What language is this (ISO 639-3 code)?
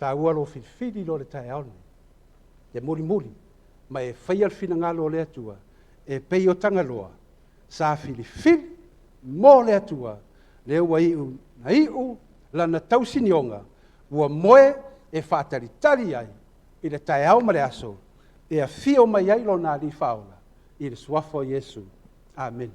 smo